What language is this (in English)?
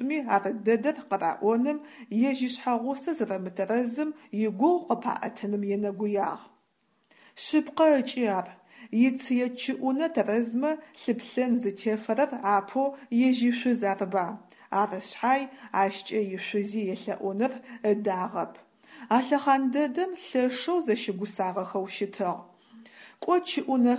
Adyghe